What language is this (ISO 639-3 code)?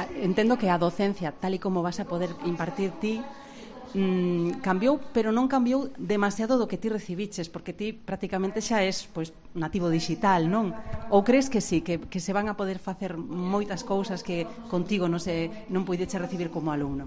glg